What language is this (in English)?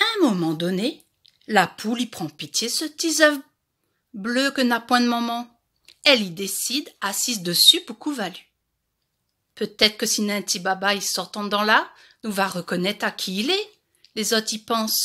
Réunion Creole French